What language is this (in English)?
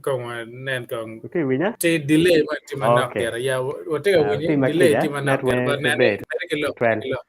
Acoli